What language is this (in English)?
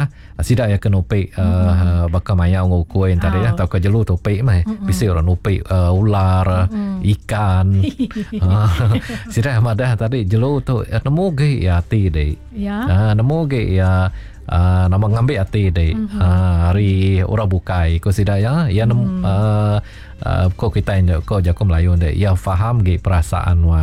Iban